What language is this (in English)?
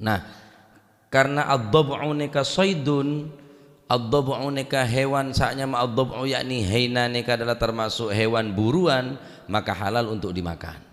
Madurese